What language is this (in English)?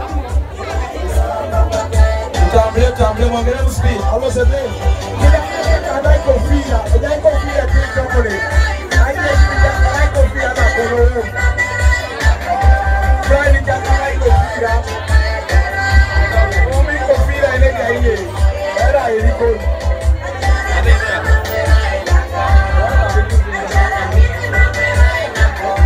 Swahili